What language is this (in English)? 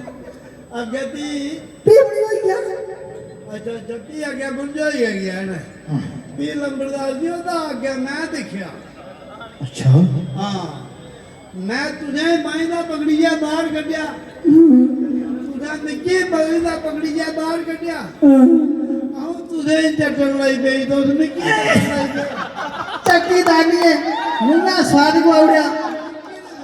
Dogri